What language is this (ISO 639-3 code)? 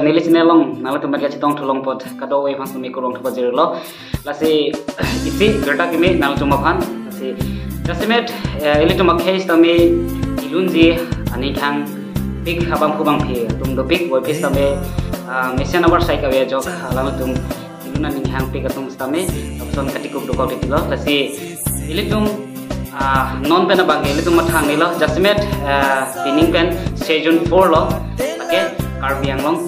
mjw